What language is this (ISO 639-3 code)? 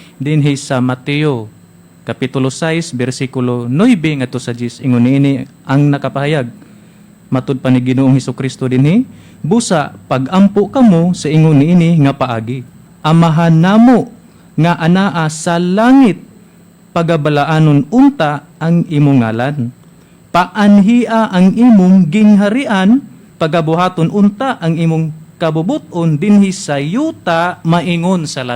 ceb